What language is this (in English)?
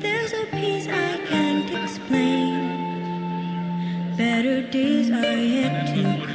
Acoli